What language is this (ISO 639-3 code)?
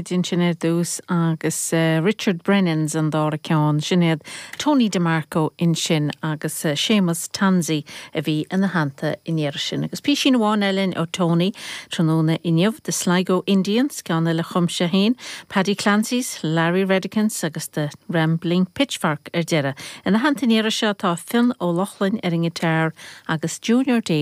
gle